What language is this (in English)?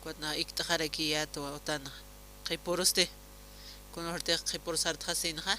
Aymara